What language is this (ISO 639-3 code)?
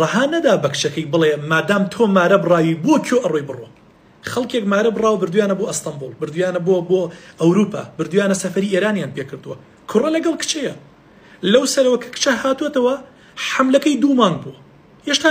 ckb